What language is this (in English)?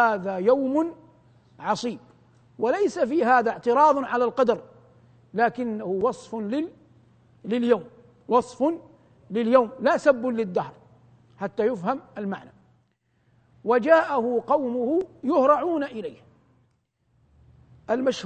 Arabic